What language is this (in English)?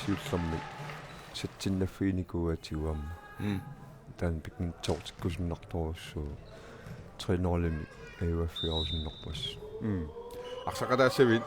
Kalaallisut